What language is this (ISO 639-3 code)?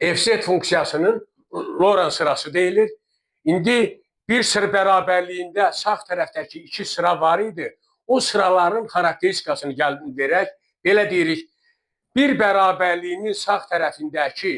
aze